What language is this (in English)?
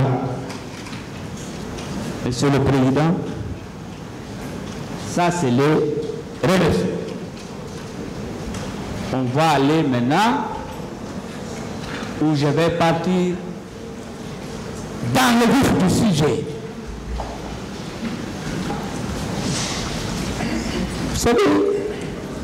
French